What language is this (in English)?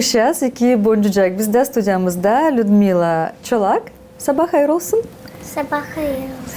Gagauz